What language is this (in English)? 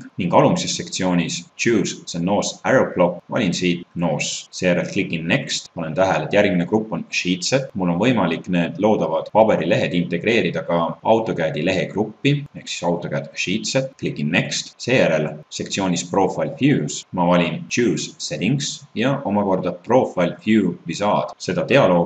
Estonian